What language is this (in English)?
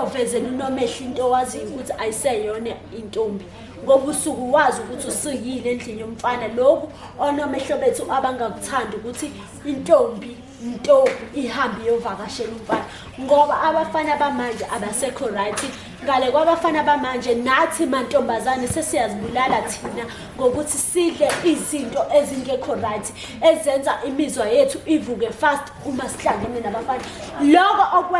Zulu